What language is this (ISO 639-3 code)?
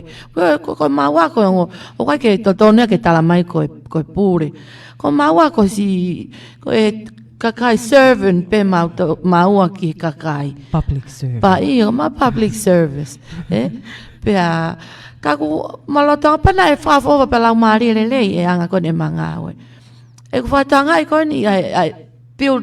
ton